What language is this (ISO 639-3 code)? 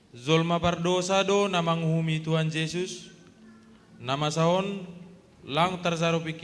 bts